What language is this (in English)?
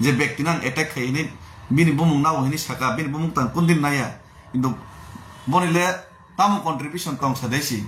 Kok Borok